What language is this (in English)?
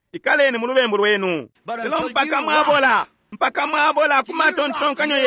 Bemba